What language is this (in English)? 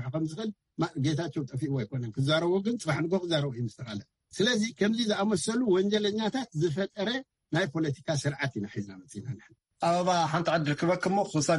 Tigrinya